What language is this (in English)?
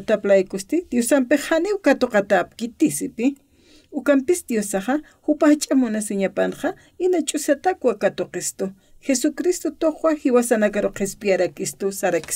Aymara